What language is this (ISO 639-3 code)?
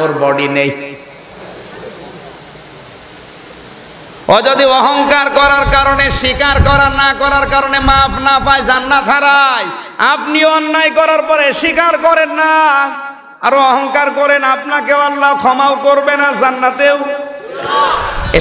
ben